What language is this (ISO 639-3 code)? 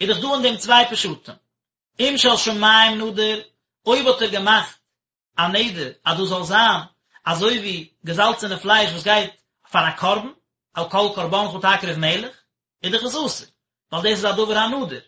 yid